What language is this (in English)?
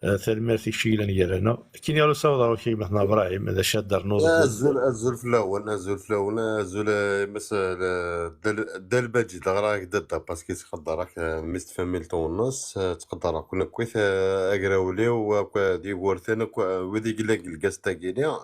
Kabyle